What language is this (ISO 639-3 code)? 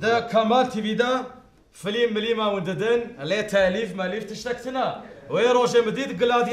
kur